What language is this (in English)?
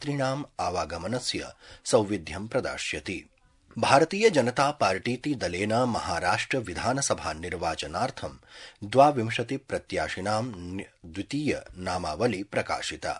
Sanskrit